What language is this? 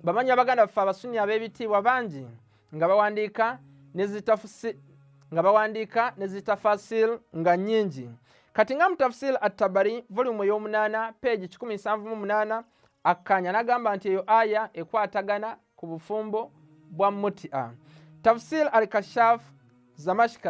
Ganda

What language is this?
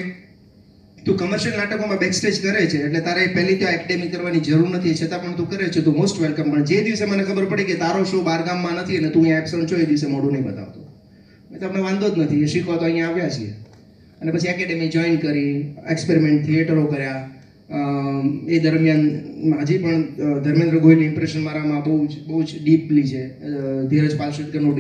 Gujarati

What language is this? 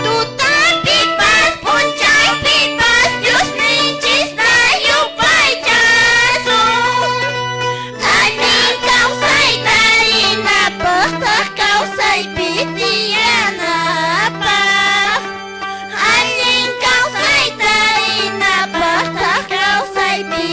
Quechua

